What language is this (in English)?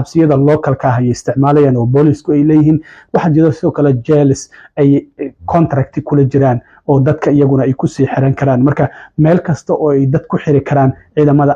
Somali